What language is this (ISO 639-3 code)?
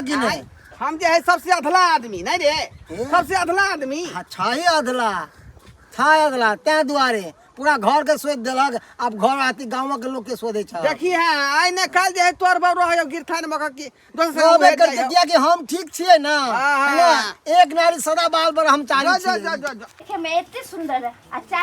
mai